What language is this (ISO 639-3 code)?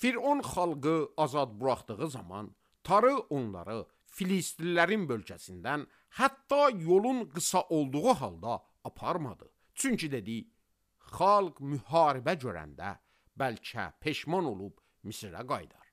aze